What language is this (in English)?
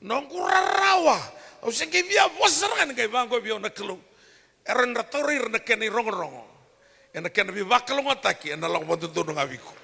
Fijian